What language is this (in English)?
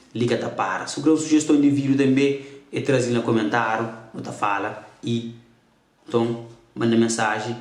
Kabuverdianu